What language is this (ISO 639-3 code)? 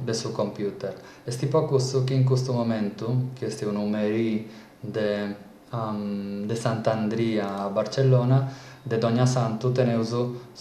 srd